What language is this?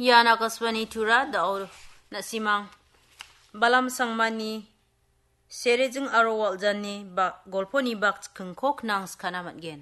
Garo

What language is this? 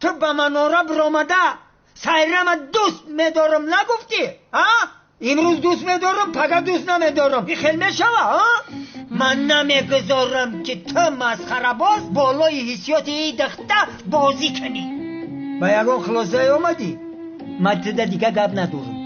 Tajik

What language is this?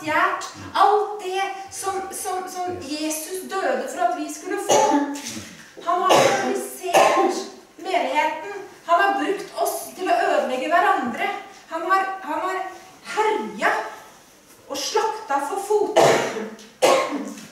Norwegian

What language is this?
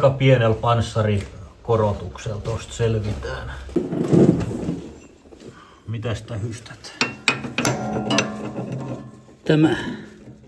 Finnish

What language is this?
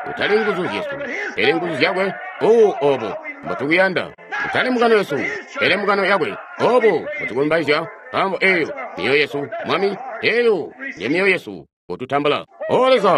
Tonga (Zambia)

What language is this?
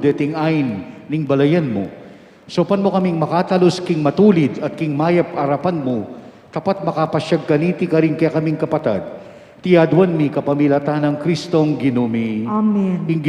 Pampanga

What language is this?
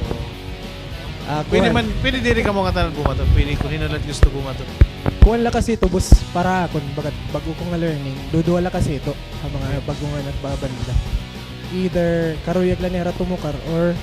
Waray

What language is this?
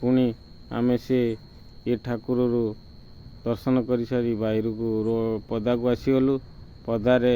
Odia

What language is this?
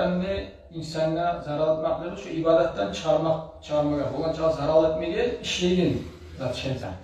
Kumyk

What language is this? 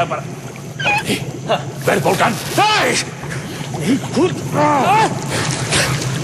Icelandic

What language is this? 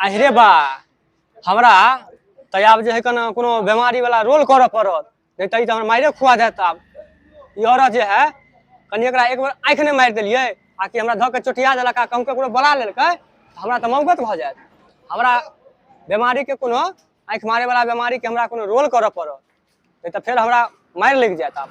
Maithili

